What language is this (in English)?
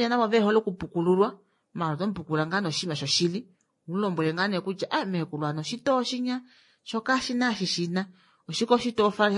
Kuanyama